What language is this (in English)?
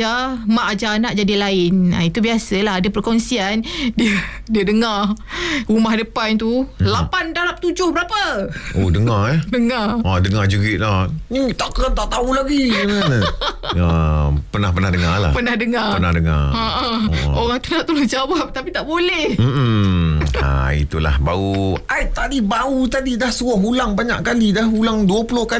Malay